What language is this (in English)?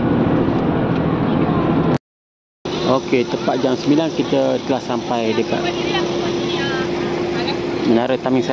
Malay